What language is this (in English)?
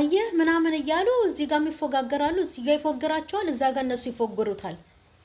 Amharic